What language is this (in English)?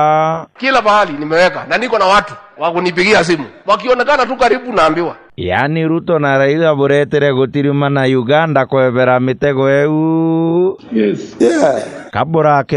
Meru